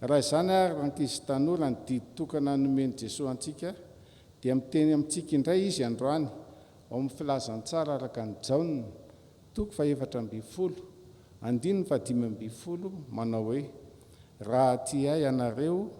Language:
Malagasy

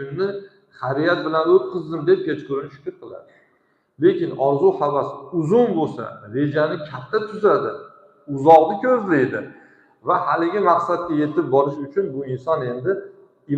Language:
Uzbek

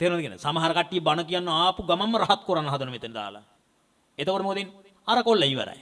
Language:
Sinhala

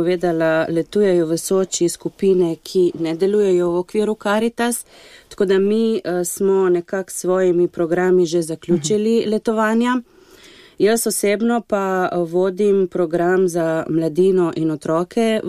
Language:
Slovenian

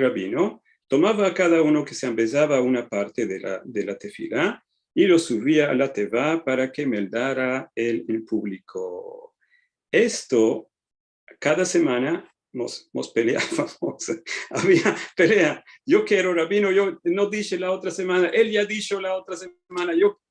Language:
Ladino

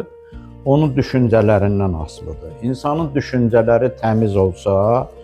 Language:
Azerbaijani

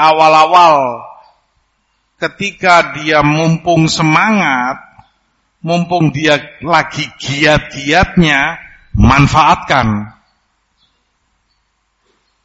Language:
Indonesian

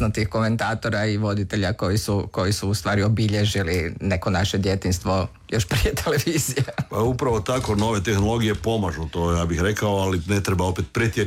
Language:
Croatian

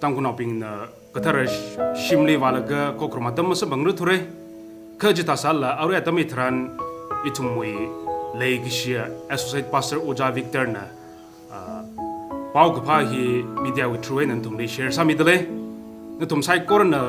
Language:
Tangkhul Naga (India)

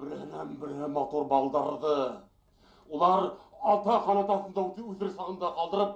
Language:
Bashkir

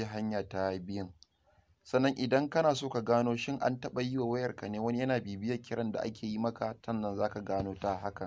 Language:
Hausa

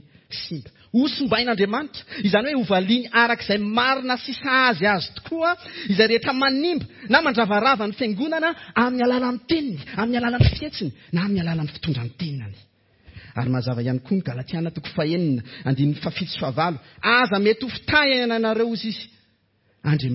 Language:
Malagasy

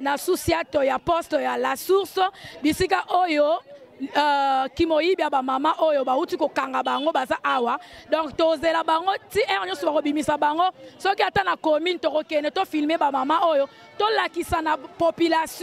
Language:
Lingala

